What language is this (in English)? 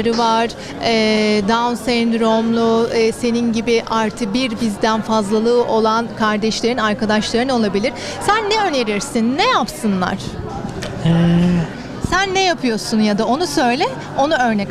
Turkish